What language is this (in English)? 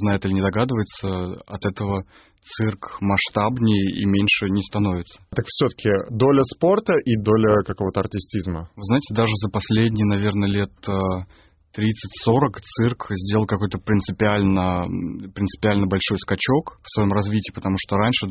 Russian